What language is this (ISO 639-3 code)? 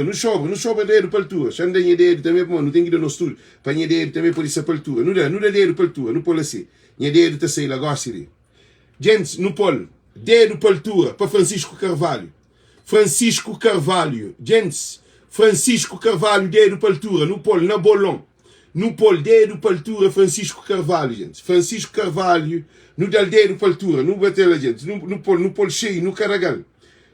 kea